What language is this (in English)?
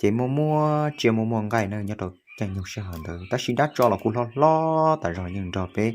Hmong